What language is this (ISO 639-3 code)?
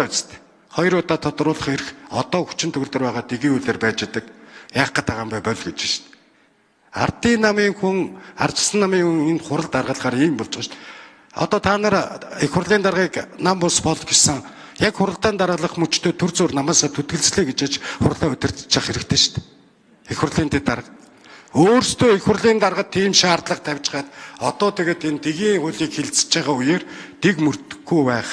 mon